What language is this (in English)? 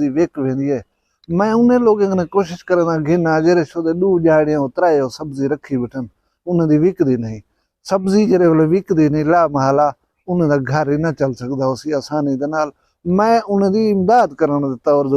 Saraiki